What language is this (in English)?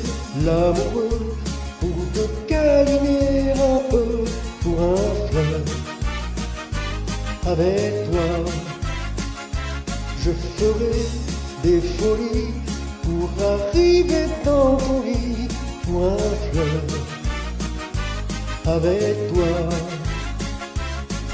French